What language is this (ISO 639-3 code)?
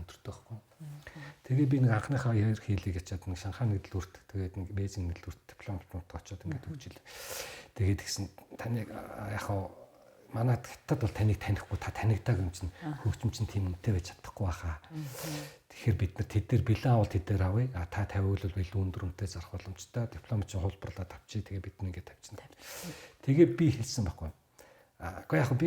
mon